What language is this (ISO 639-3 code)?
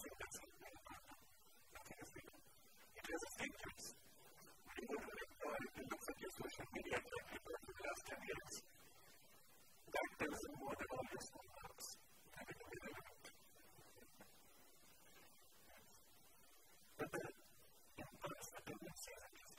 eng